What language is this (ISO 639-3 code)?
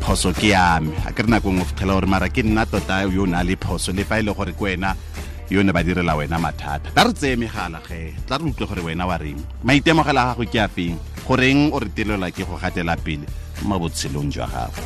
tsn